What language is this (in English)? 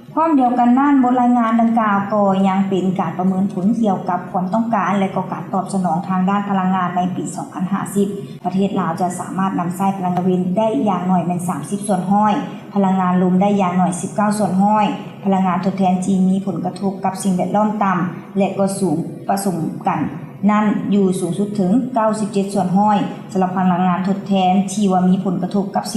Lao